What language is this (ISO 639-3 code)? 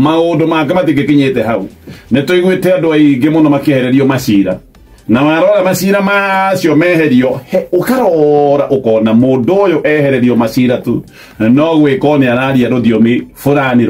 kik